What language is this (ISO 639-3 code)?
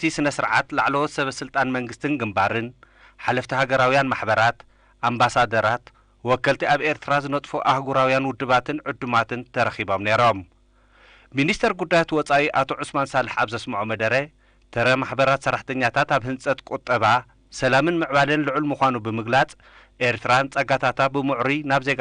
tir